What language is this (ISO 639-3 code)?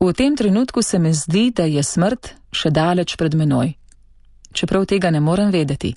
slv